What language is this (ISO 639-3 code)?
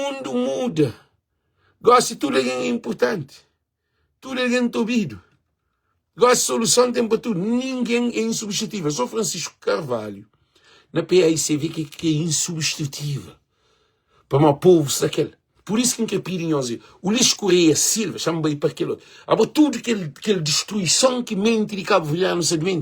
kea